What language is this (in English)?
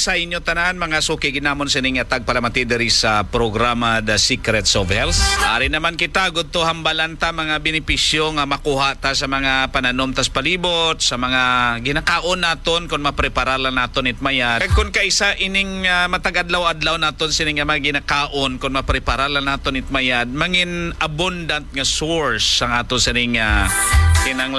Hiligaynon